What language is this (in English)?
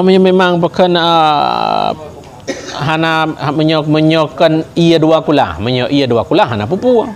Achinese